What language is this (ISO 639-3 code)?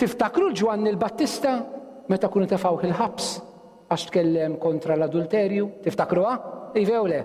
mlt